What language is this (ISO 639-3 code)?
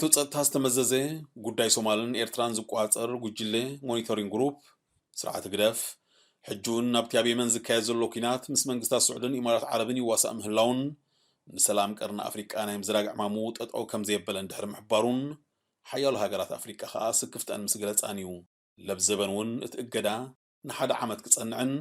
tir